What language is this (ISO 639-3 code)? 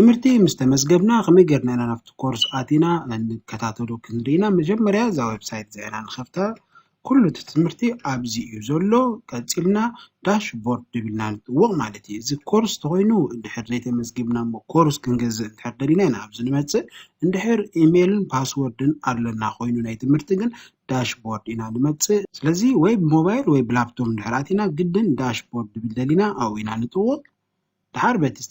tir